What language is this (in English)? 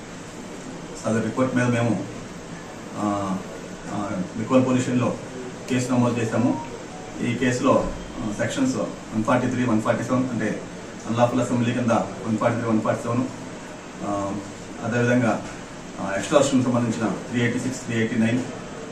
Telugu